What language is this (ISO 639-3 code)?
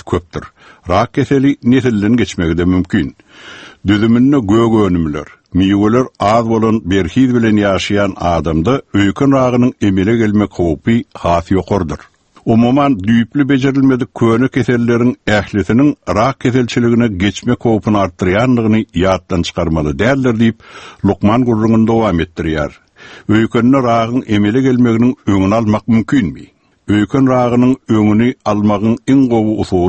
tuk